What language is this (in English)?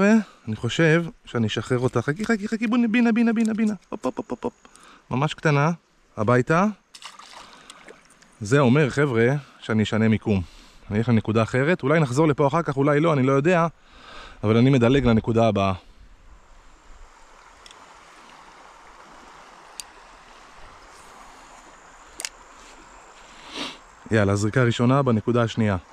Hebrew